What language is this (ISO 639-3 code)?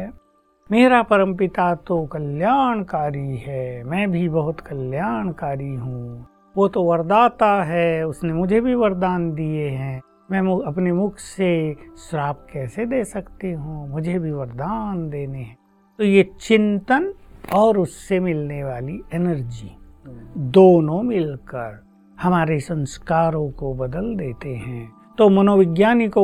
hin